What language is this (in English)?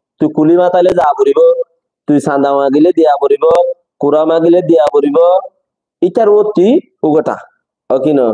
Rohingya